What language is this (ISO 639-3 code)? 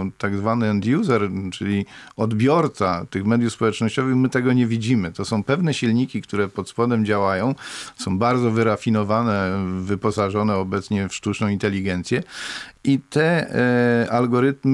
pol